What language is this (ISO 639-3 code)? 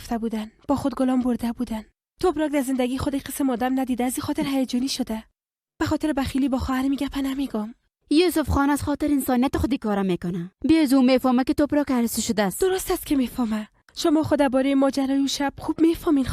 fas